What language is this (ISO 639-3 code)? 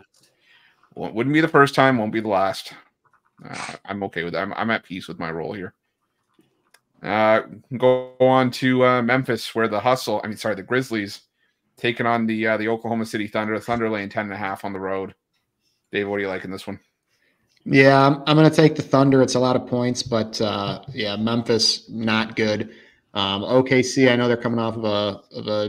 eng